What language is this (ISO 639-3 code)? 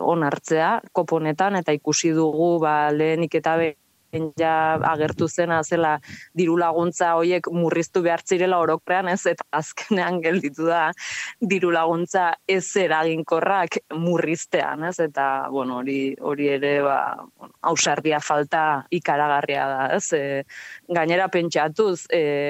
eus